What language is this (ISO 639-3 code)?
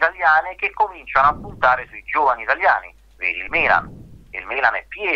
ita